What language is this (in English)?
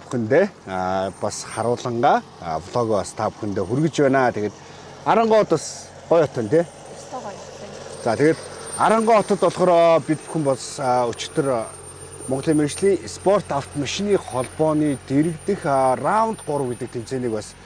Mongolian